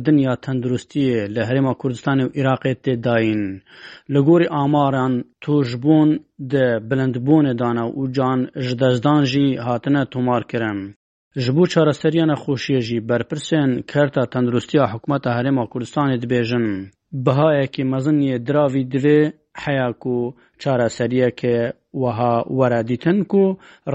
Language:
Kurdish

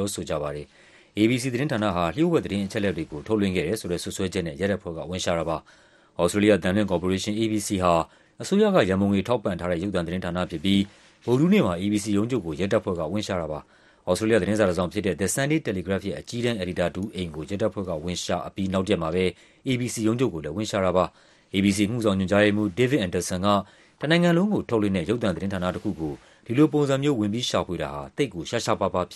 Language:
Burmese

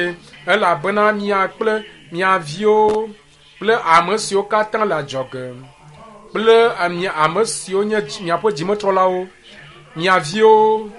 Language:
Ewe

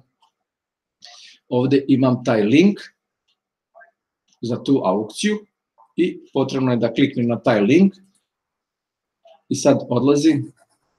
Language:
Serbian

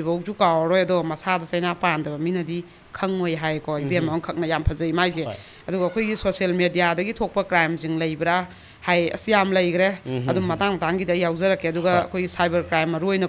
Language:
Manipuri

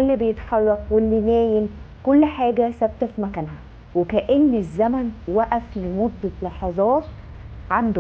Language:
Egyptian Arabic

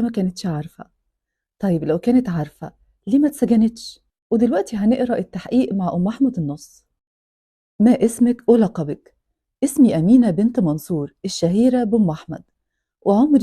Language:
Egyptian Arabic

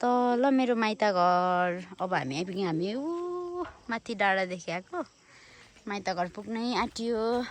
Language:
Nepali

